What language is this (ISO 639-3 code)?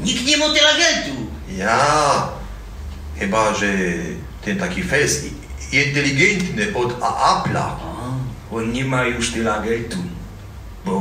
szl